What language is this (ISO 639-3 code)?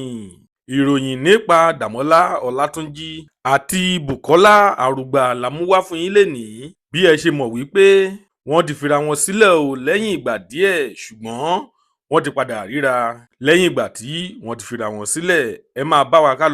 yor